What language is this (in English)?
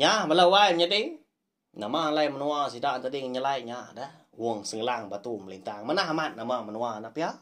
Iban